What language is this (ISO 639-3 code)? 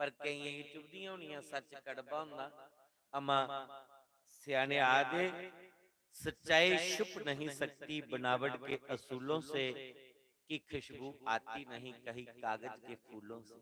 doi